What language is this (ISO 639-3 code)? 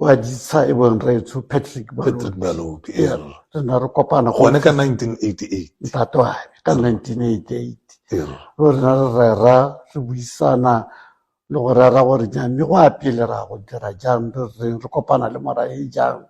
tsn